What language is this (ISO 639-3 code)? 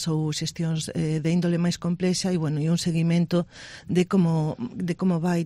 glg